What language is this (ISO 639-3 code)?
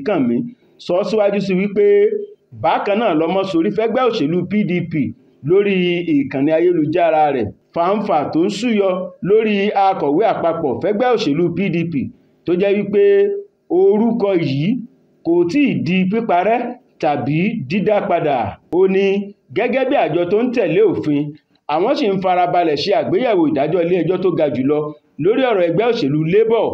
yor